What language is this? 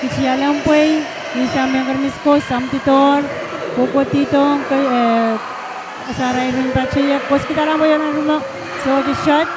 Pohnpeian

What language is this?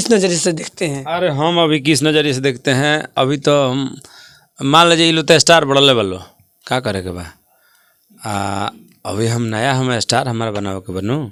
Bhojpuri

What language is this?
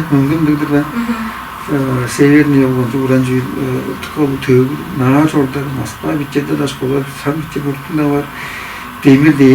Tuvinian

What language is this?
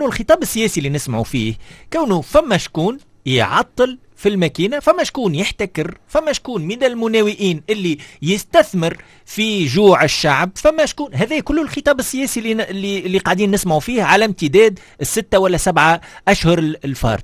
Tunisian Arabic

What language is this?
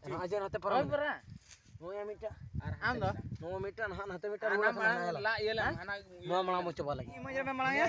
Santali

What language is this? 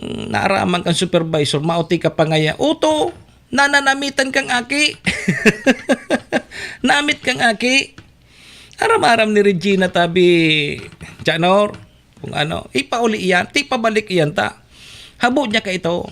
Bikol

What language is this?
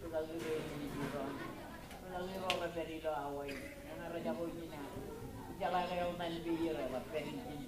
Marshallese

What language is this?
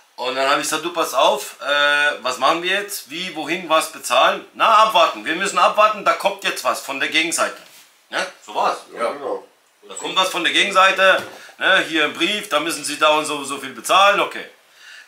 German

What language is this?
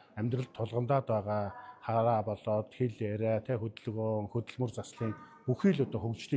Mongolian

